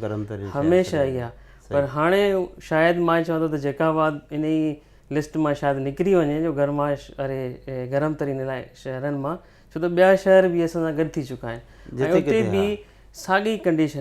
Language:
Sindhi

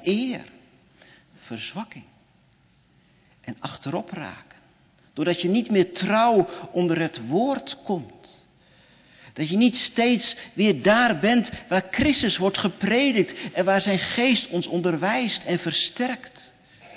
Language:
Dutch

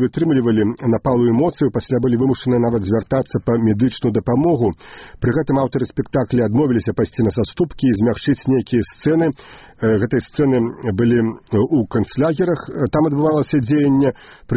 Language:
Belarusian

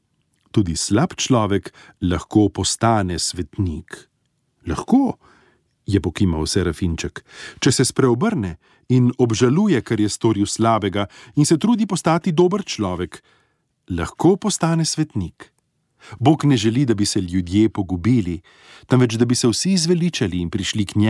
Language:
Slovenian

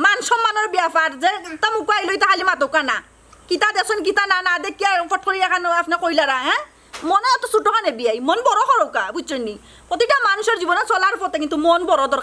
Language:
Sylheti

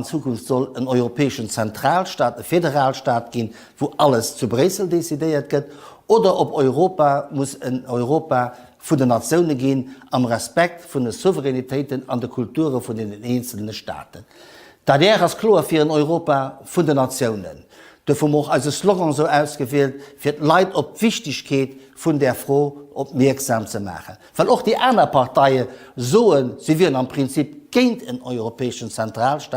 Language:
Luxembourgish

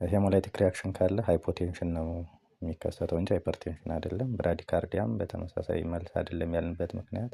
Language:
Amharic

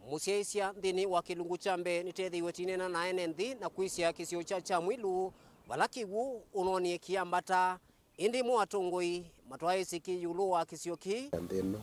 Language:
Kamba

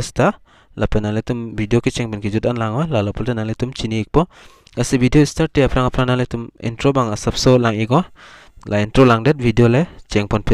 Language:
Karbi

